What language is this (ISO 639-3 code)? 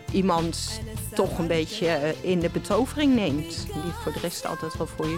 nld